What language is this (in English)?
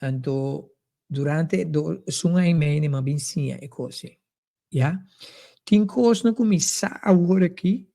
Papiamento